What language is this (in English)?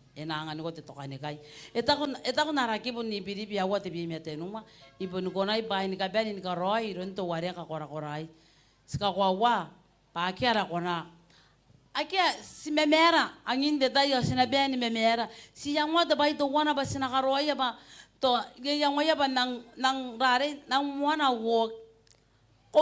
Gilbertese